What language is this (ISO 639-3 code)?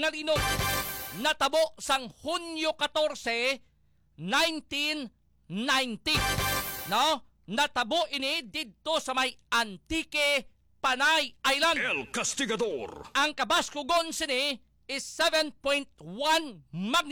hil